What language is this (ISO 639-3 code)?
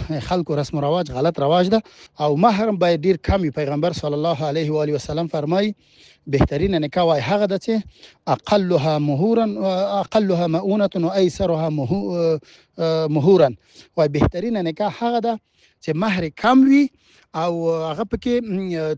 pus